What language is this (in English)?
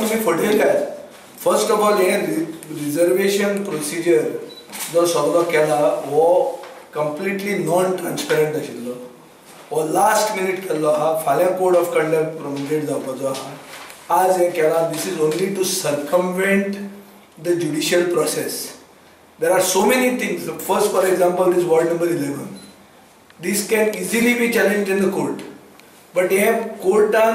Konkani